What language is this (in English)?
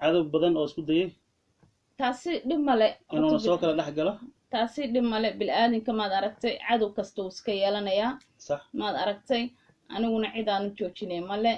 Somali